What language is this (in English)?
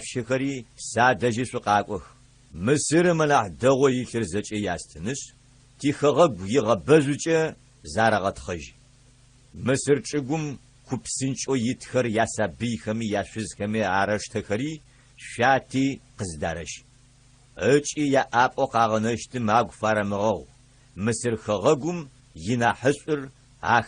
Adyghe